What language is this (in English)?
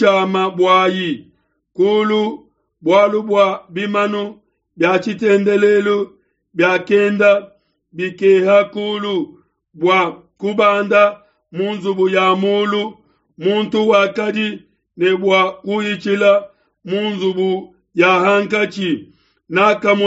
Luba-Lulua